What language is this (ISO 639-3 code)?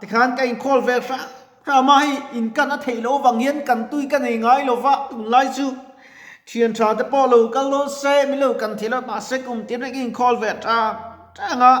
lus